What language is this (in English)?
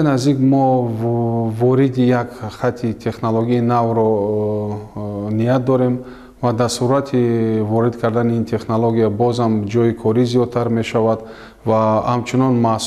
Tajik